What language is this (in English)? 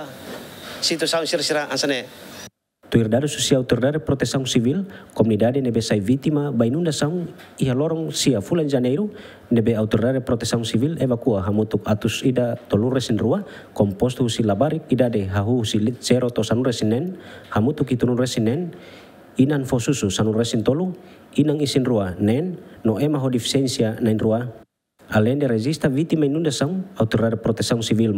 Tetum